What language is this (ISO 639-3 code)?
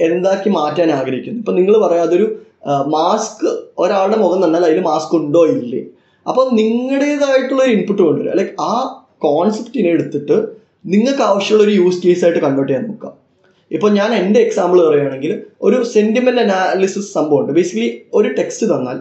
mal